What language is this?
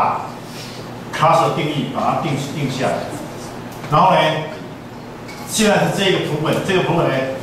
Chinese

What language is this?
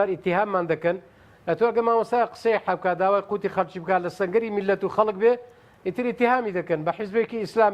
Central Kurdish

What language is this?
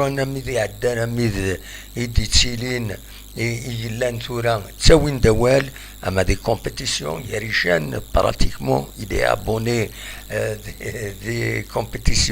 Kabyle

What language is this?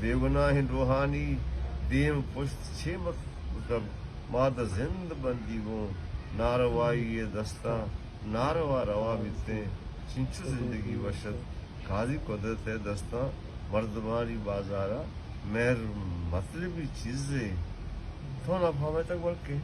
Baluchi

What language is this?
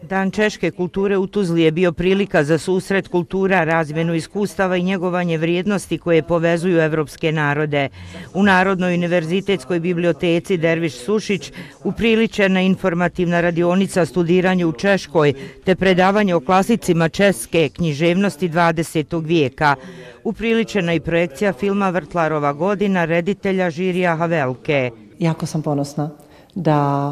Bosnian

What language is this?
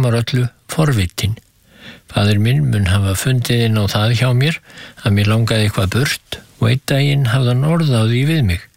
Icelandic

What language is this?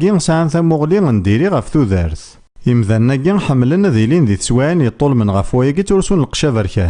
Kabyle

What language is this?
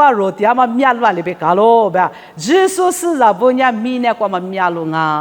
Lisu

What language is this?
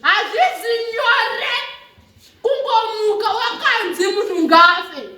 Shona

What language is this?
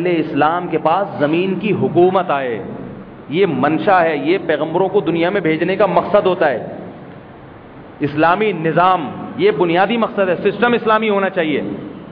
Urdu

